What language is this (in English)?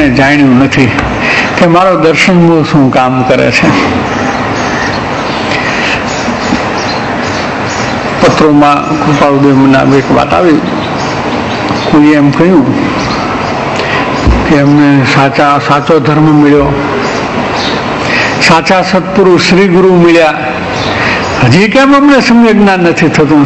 Gujarati